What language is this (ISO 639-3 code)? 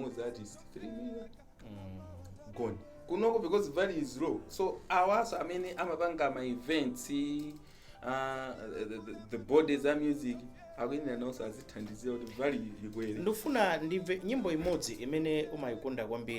nya